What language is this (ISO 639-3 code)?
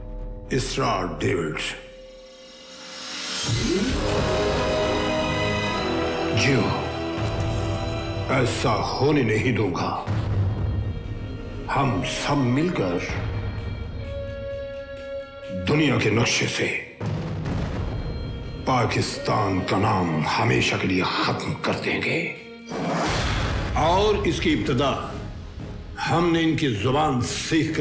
hin